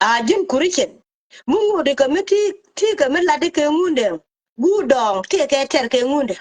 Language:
Nuer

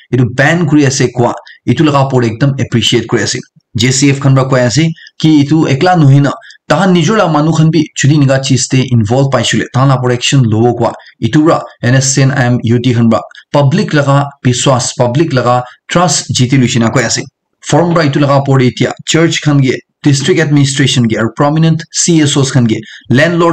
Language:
Naga Pidgin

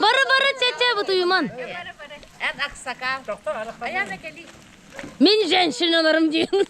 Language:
Yakut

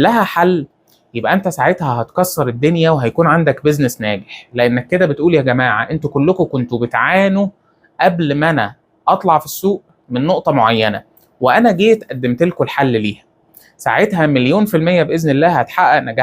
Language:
Egyptian Arabic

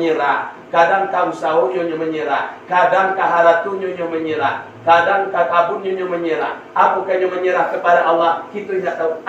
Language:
Minangkabau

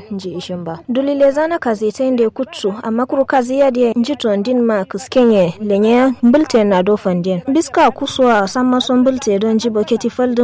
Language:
Kanuri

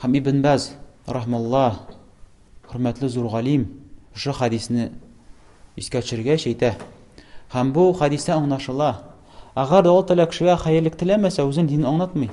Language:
Tatar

